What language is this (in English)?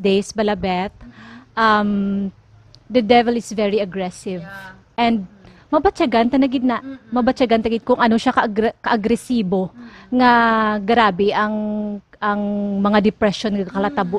Hiligaynon